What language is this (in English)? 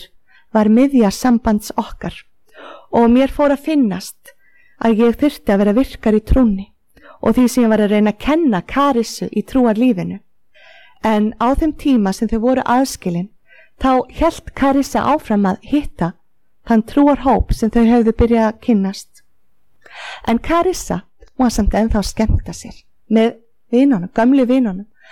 Icelandic